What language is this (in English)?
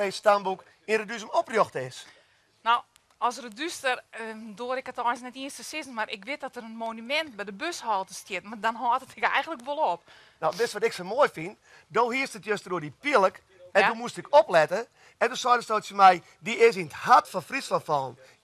Western Frisian